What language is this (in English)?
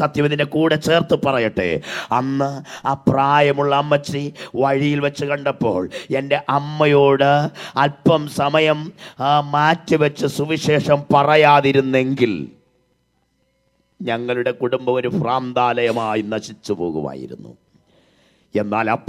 Malayalam